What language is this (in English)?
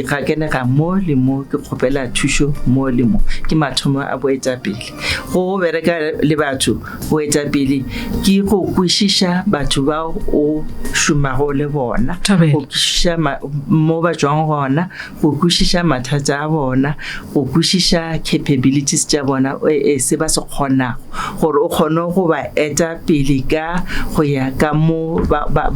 Northern Sotho